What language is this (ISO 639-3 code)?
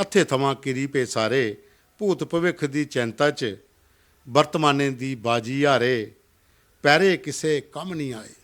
doi